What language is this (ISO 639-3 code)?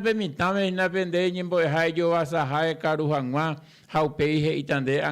grn